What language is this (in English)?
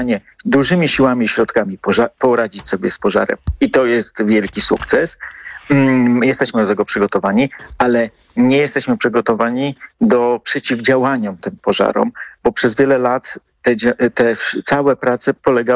Polish